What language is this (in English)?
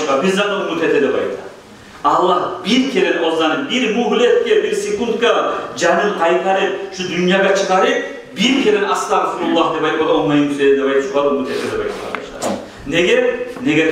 Kumyk